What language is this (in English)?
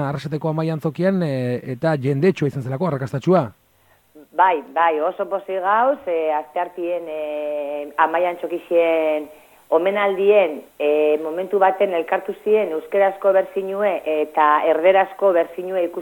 Basque